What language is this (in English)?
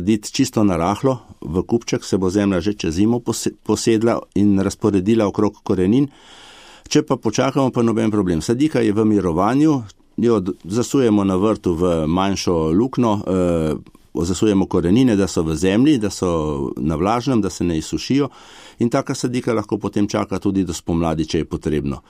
Slovenian